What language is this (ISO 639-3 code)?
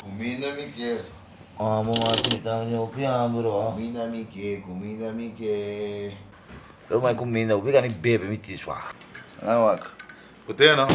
pap